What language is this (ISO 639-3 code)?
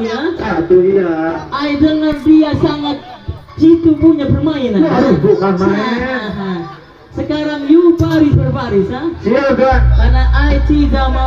bew